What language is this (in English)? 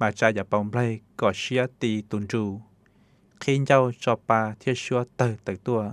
Hmong